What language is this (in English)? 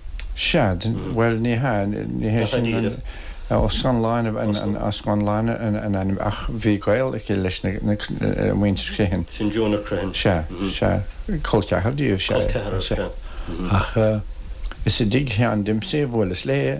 Irish